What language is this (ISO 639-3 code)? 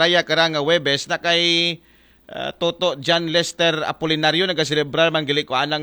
akl